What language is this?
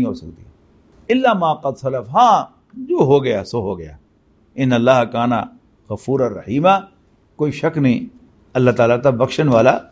Western Panjabi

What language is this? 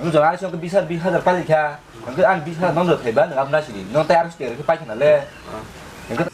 Kok Borok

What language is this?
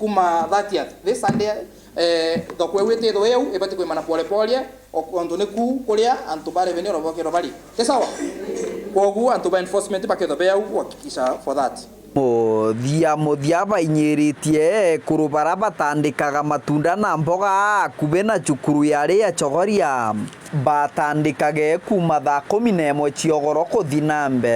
Meru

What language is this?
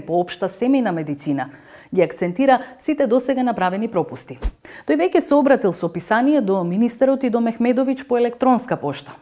Macedonian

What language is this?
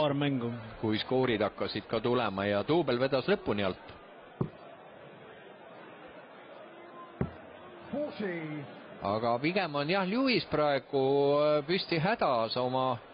Estonian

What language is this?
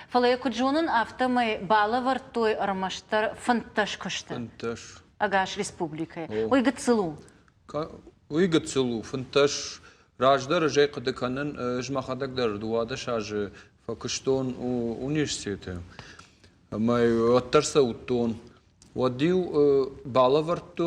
Ossetic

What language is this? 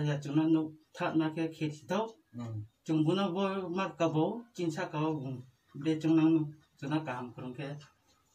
Kok Borok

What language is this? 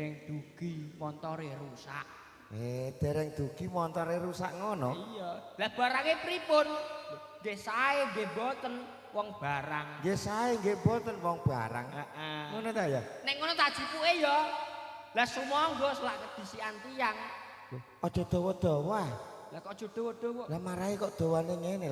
Javanese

